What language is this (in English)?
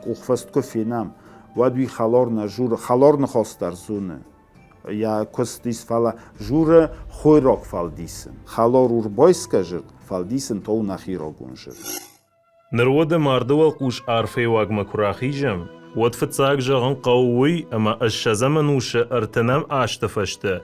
Ossetic